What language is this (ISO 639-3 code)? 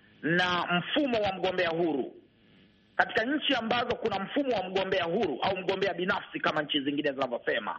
swa